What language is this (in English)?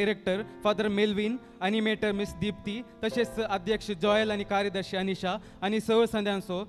Konkani